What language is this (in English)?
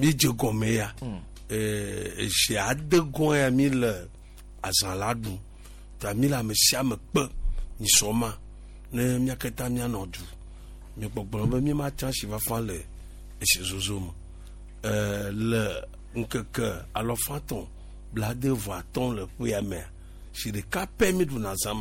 Gen